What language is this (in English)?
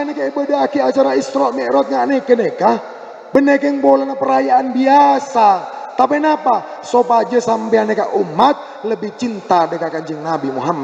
Madurese